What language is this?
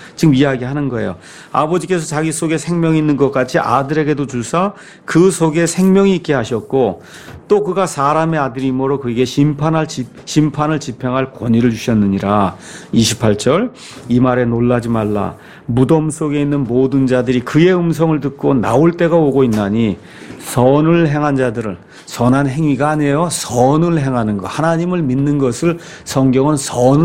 Korean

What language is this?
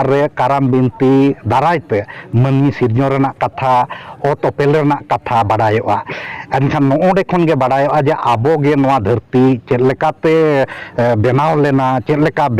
Santali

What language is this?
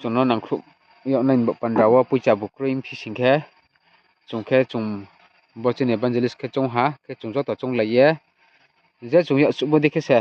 Riang (India)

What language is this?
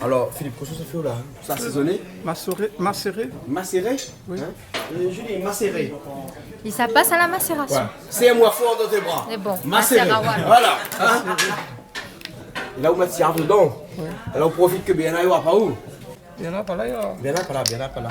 Réunion Creole French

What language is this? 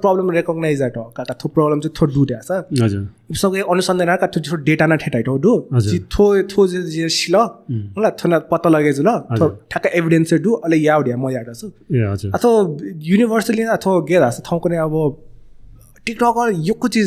Newari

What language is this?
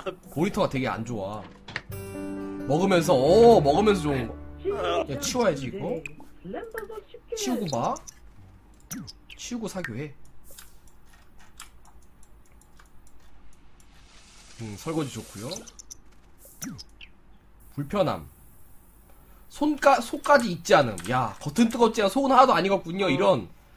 Korean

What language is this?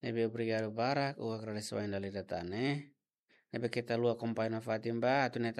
Tetum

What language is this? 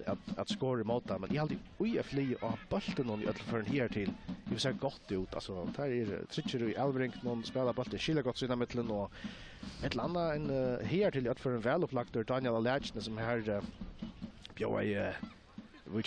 Faroese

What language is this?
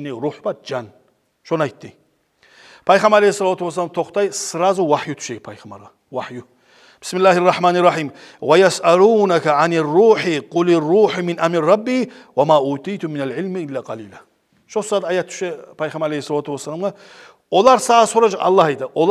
Kumyk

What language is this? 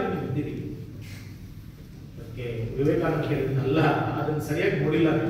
Kannada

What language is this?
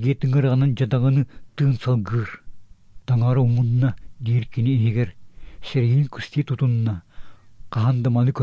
Yakut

